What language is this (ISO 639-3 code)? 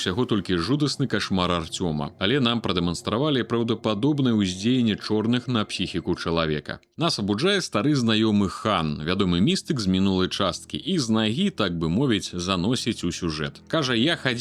bel